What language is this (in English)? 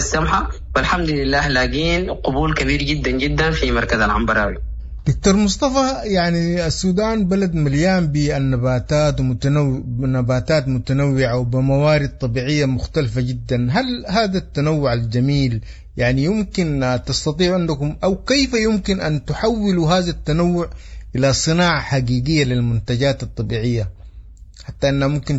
Sudanese Arabic